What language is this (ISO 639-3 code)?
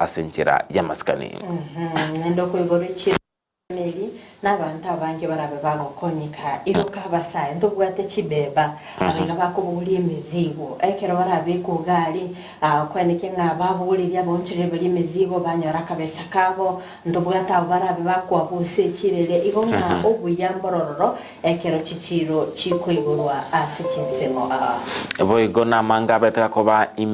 guz